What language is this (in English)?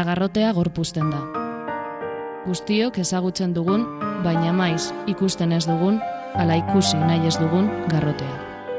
Basque